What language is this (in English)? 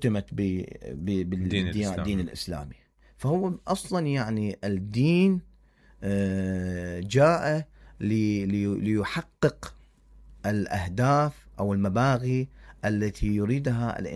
Mesopotamian Arabic